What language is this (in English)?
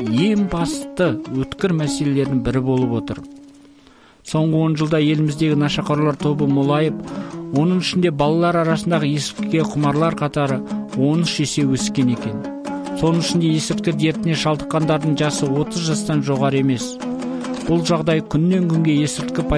Kazakh